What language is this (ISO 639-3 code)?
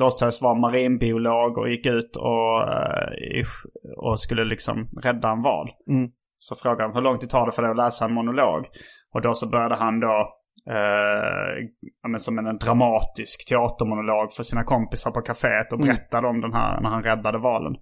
swe